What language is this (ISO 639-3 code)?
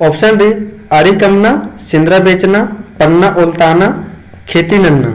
kru